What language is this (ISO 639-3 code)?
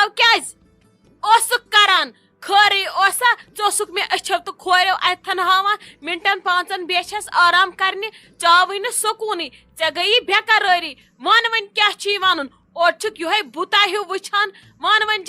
kas